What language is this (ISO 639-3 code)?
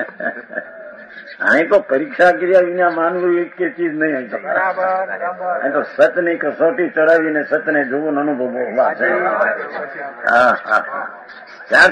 guj